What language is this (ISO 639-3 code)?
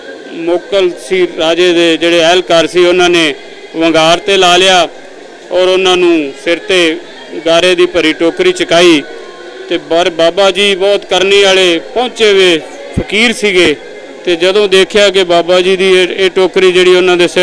pan